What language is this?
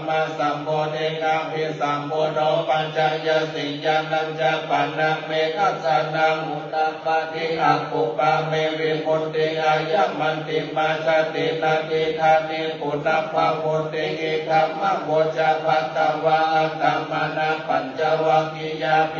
Pali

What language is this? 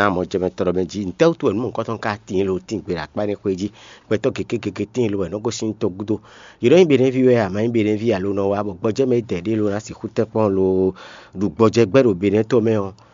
Fon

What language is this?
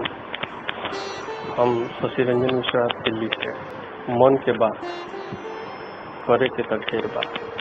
Bhojpuri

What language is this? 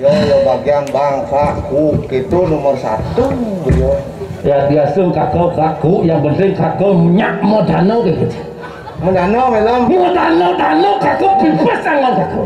Balinese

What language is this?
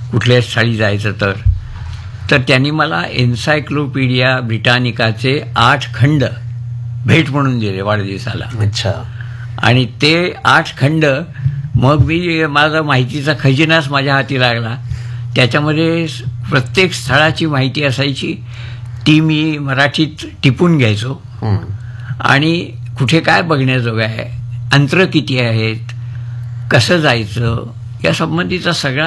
Marathi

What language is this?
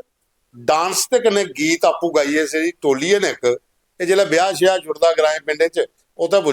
Dogri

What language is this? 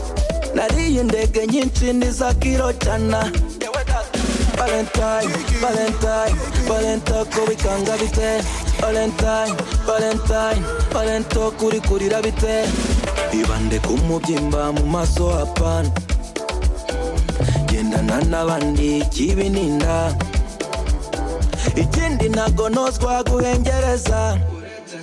Kinyarwanda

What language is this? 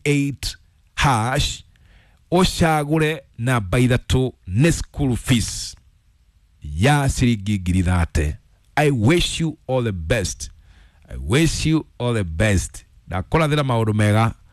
Kikuyu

